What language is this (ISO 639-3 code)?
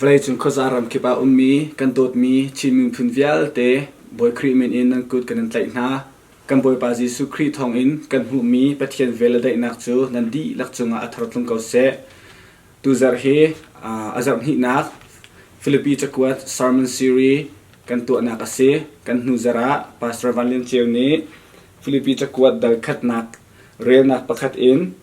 cnh